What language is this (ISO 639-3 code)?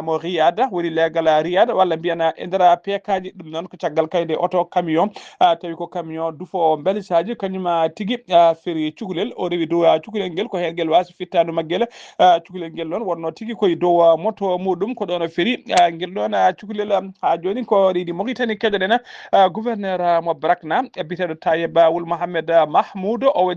ful